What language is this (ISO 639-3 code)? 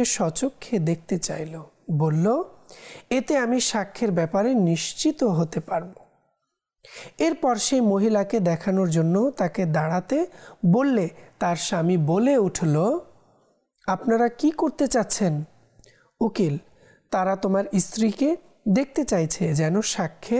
ben